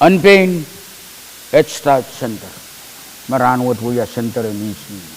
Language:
Pohnpeian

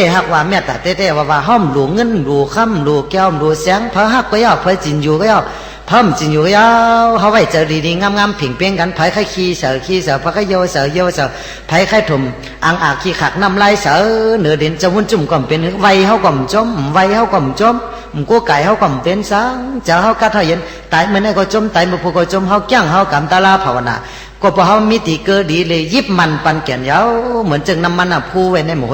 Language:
Shan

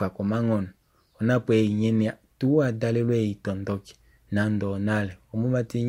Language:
Kuanyama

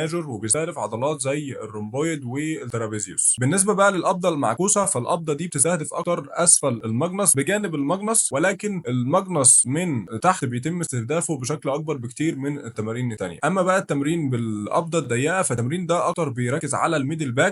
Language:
Egyptian Arabic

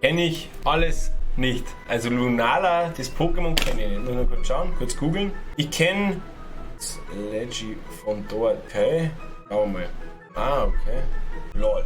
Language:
Bavarian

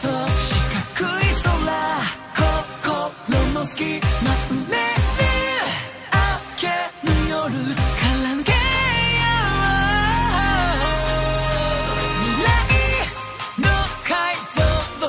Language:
Japanese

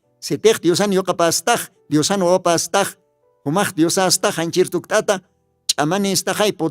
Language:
Aymara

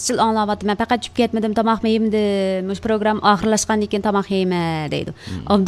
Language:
Uyghur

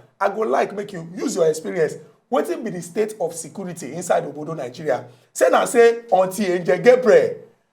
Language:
Nigerian Pidgin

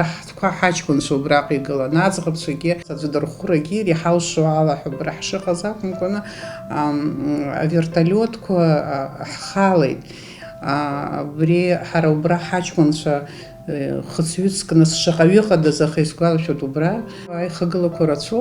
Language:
Abkhazian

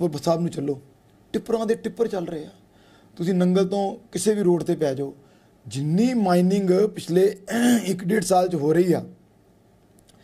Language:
Punjabi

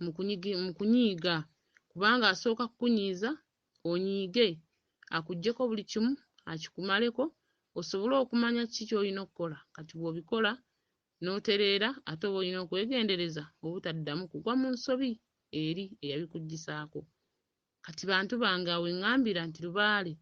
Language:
Ganda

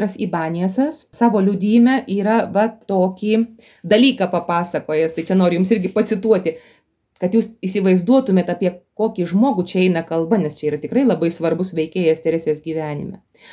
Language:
Lithuanian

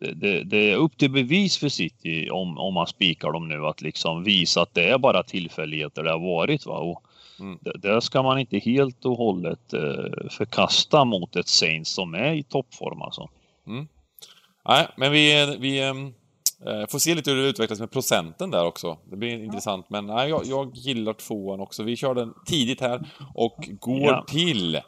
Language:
Swedish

